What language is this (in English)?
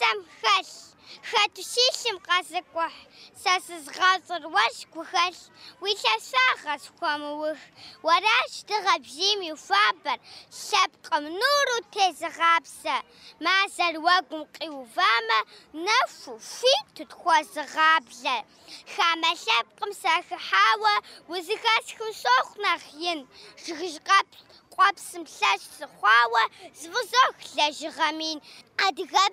Kabardian